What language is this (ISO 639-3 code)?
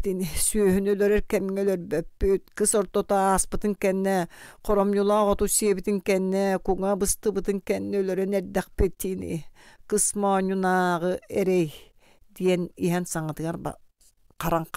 sah